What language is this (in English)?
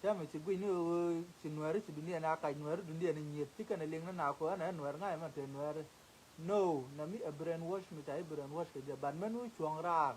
Nuer